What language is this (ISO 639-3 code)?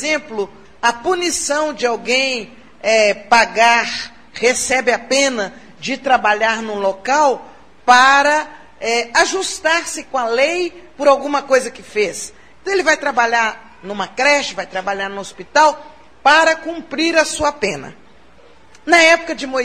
por